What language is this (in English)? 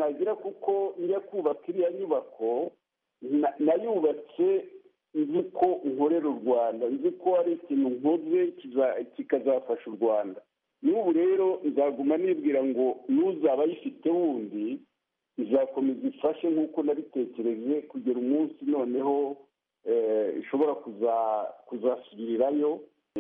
Kinyarwanda